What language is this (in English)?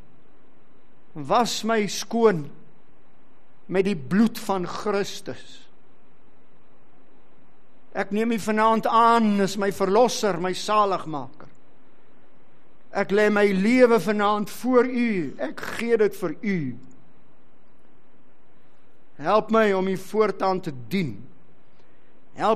Afrikaans